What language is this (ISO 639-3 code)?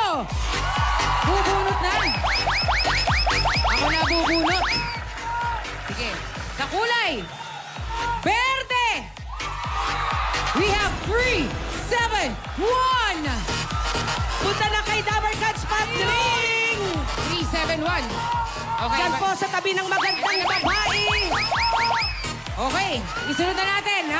fil